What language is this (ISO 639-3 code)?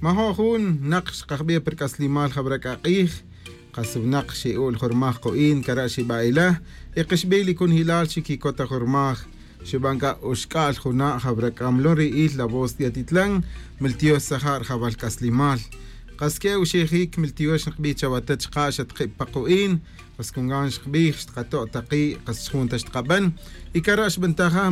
tzj